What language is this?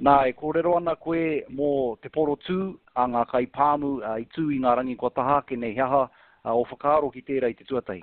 Māori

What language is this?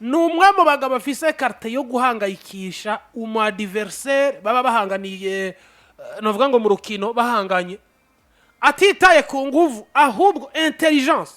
Rundi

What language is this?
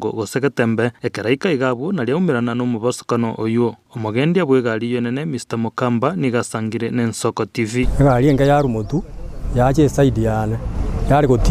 Gusii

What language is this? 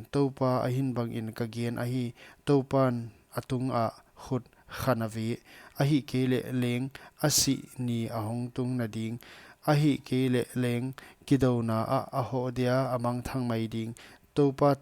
Paite Chin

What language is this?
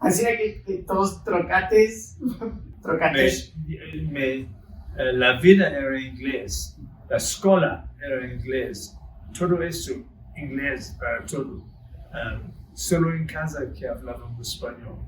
Ladino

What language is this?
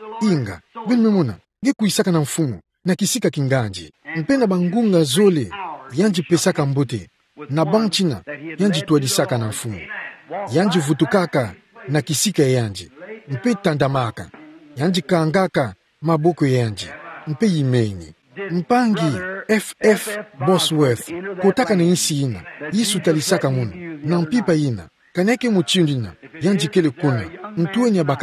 Kituba (Democratic Republic of Congo)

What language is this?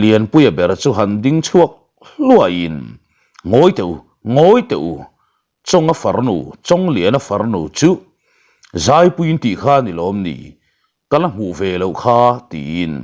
Mizo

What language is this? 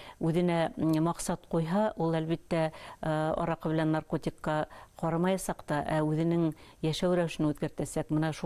Bashkir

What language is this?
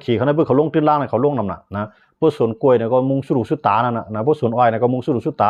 Shan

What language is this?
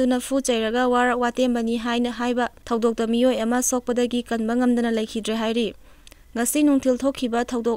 Manipuri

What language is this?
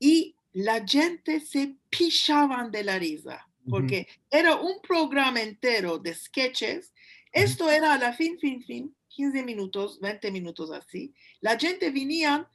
Ladino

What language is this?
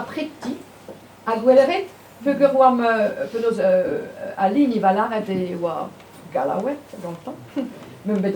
Breton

